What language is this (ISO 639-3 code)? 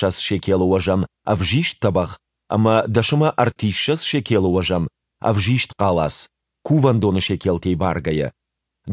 oss